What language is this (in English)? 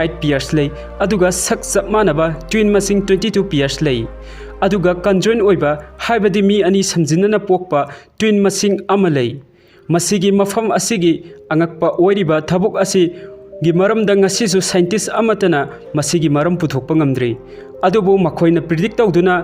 Manipuri